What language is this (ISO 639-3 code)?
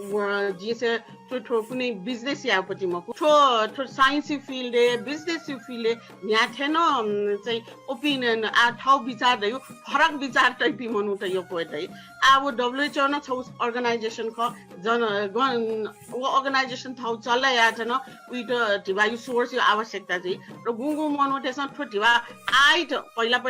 new